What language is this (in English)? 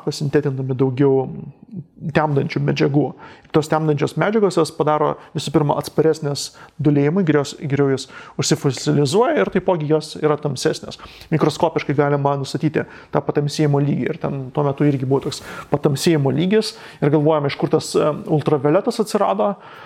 Lithuanian